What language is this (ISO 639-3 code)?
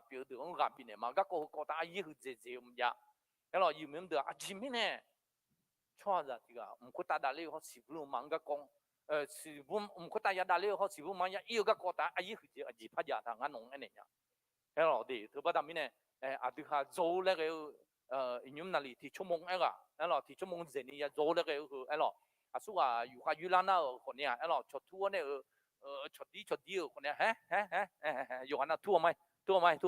ahk